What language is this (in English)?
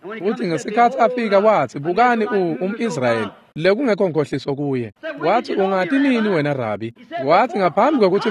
Swati